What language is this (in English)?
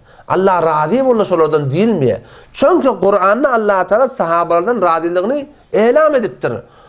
Turkmen